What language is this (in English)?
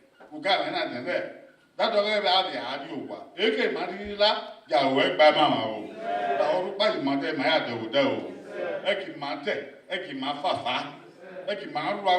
Bini